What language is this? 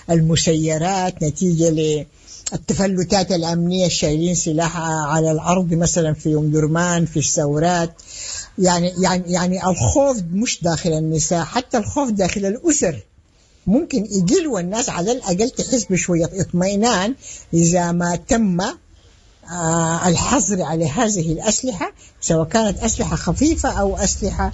Sudanese Arabic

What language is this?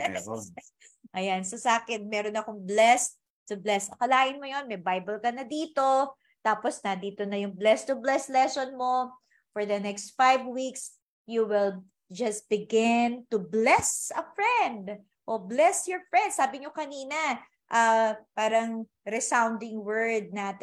Filipino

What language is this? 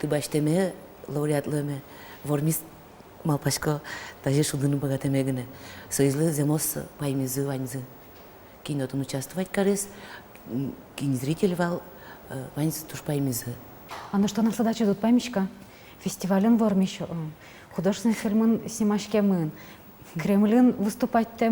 Udmurt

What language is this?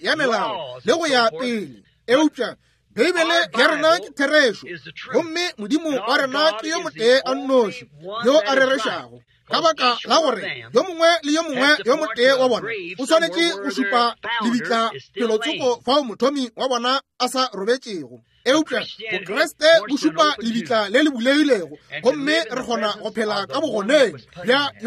Northern Sotho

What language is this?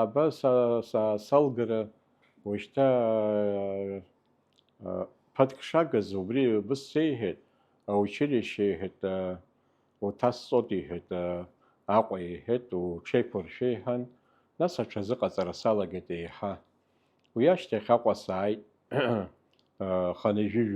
Abkhazian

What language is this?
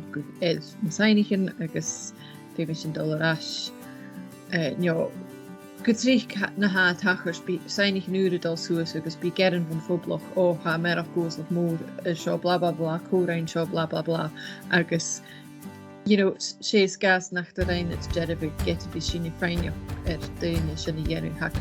Scottish Gaelic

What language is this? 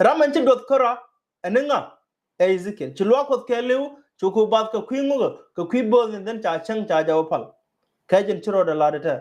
Nuer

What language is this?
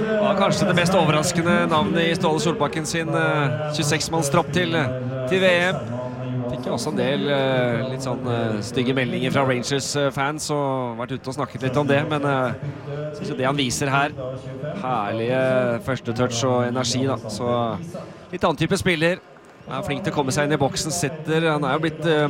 Norwegian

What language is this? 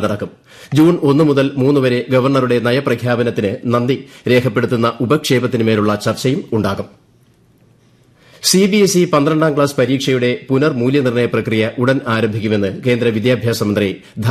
Malayalam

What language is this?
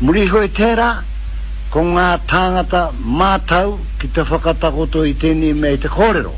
Māori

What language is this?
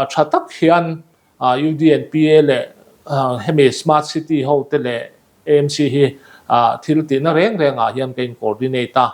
Mizo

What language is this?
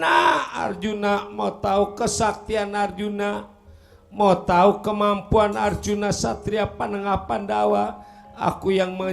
Betawi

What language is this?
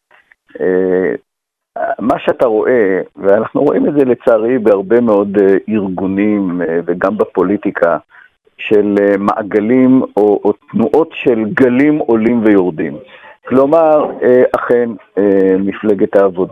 Hebrew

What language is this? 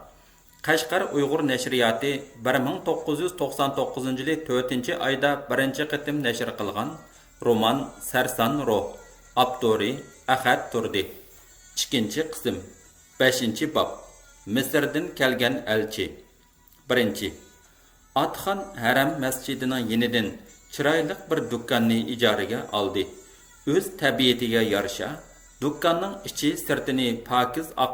Uyghur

